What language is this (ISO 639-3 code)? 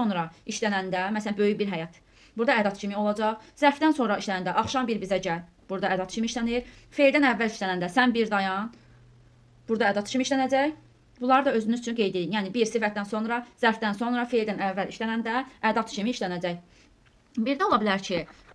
aze